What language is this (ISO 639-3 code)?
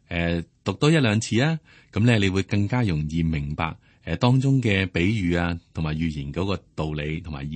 yue